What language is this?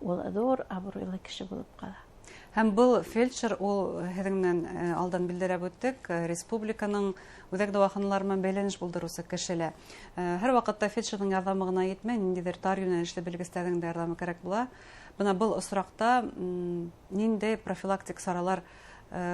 Bashkir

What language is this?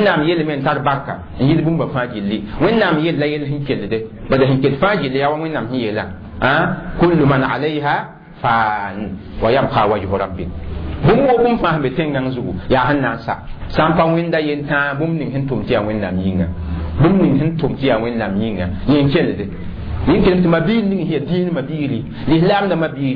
Mossi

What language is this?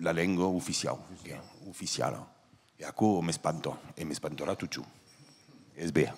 Occitan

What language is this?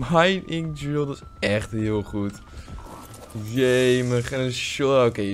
Dutch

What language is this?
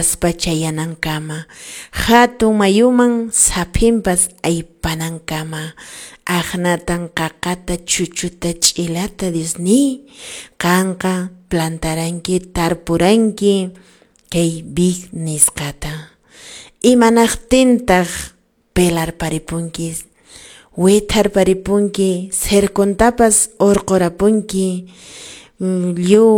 Quechua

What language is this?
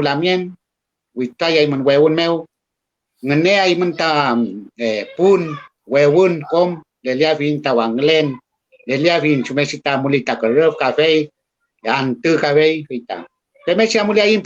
Mapuche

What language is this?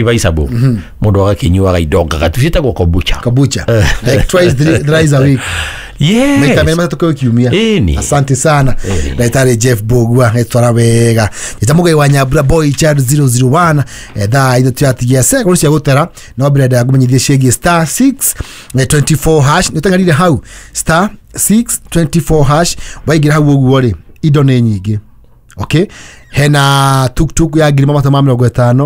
Kikuyu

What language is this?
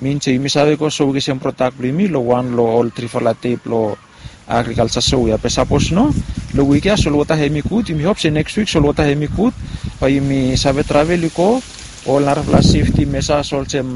Bislama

